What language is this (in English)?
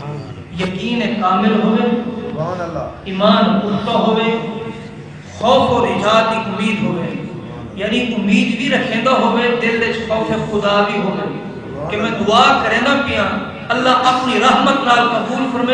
Saraiki